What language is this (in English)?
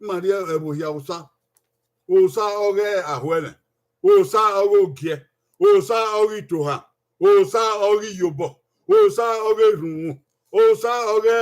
Bini